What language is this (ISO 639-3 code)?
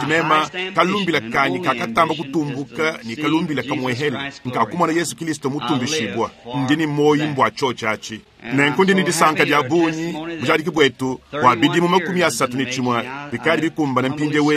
lua